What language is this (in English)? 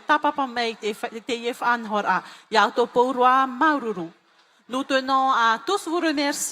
Tahitian